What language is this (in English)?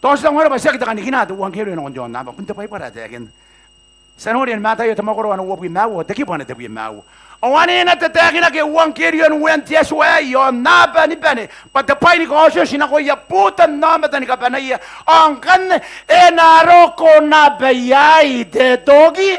Gilbertese